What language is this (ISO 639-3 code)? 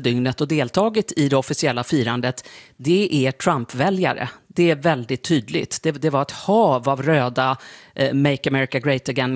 swe